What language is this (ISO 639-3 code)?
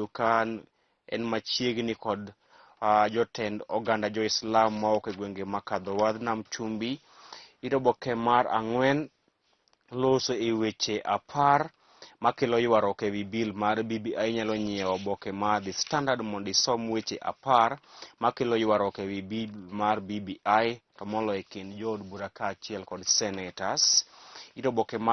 luo